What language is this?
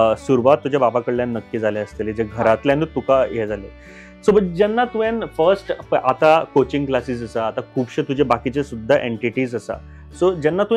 Konkani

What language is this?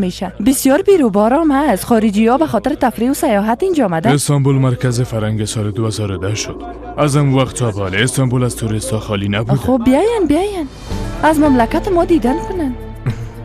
Persian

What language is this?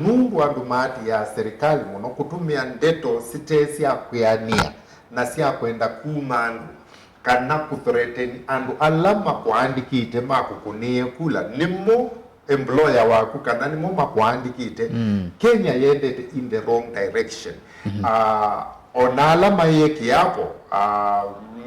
Kamba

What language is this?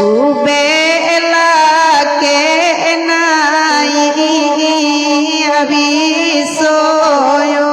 Minangkabau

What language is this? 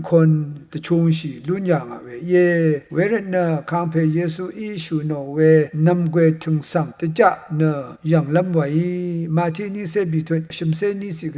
Rawang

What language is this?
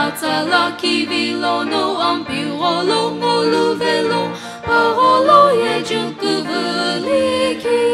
Sumi Naga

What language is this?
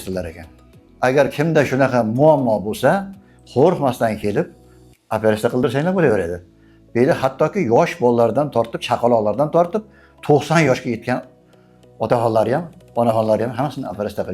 Uzbek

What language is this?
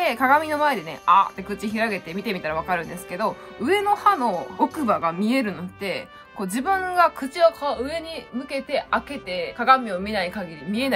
Japanese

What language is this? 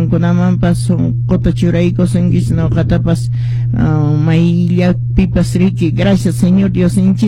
Quechua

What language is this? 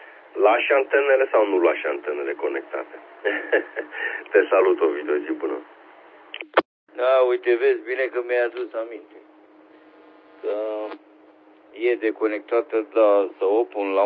Romanian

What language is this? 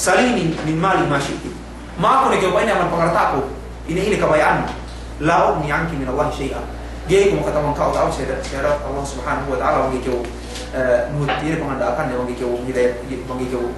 Yakan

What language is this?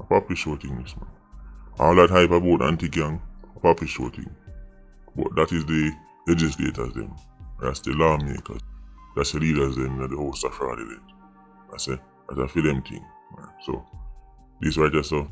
Jamaican Creole English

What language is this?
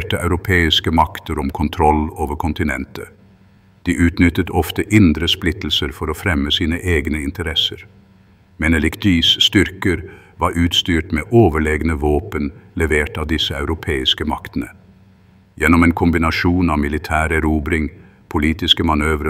Norwegian Bokmål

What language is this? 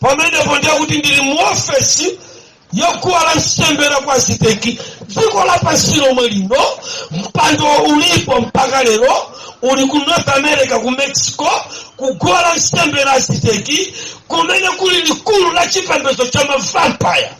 Nyanja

